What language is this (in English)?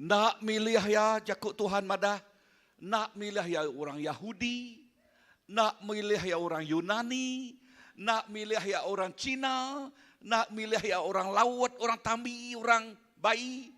Iban